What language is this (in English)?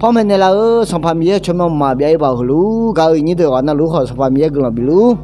Akha